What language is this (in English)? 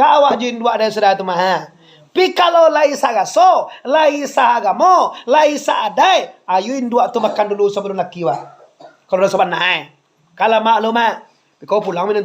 Minangkabau